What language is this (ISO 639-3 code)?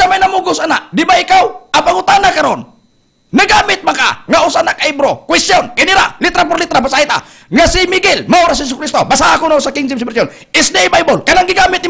ceb